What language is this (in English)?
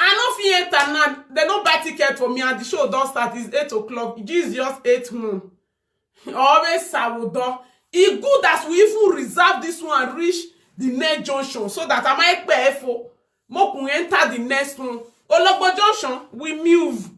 Nigerian Pidgin